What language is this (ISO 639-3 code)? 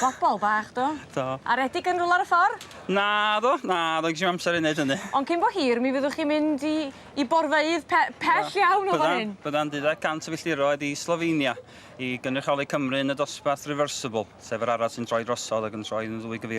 cym